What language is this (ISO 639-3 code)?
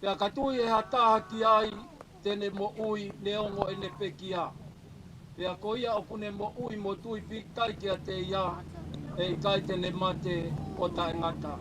ton